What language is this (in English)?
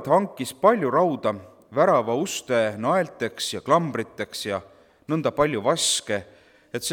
Estonian